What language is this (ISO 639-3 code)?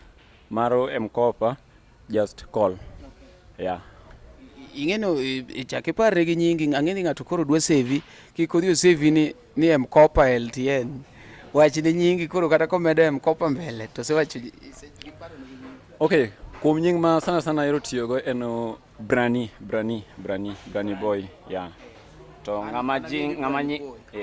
luo